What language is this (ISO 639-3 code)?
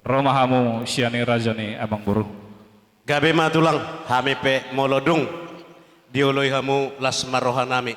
bbc